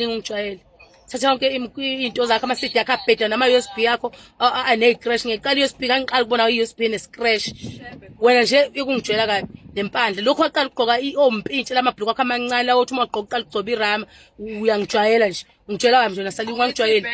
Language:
Zulu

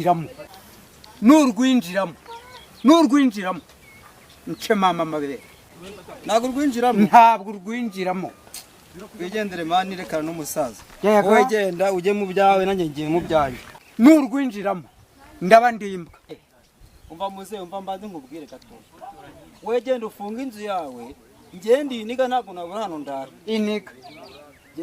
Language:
Kinyarwanda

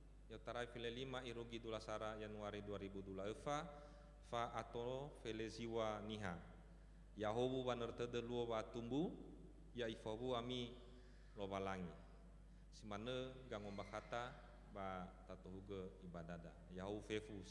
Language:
Nias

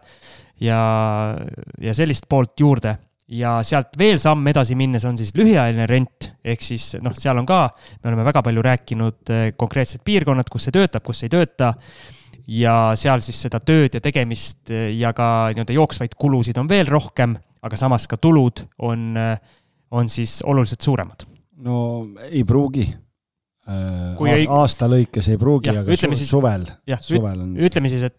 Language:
Estonian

